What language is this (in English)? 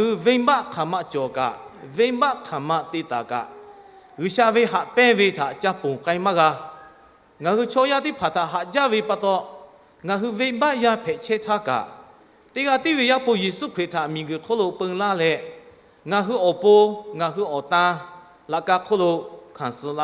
Lahu